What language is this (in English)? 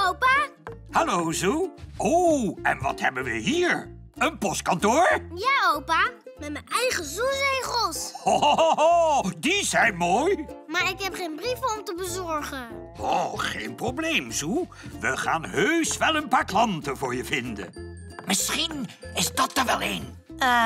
Dutch